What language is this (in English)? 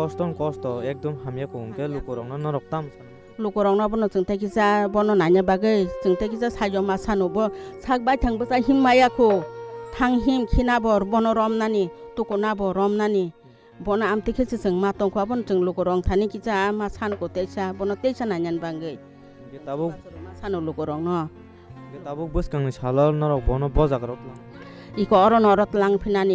Kok Borok